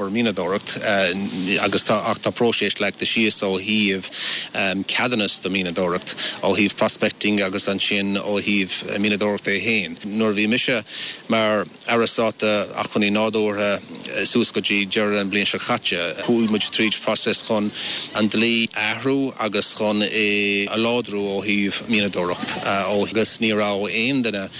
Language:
Irish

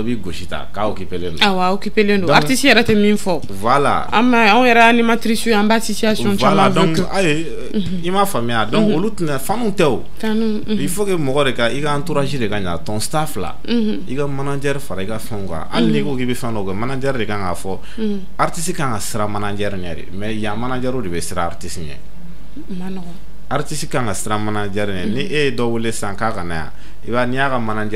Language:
Bambara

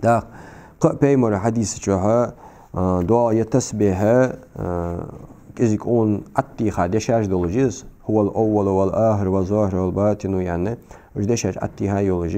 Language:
Ingush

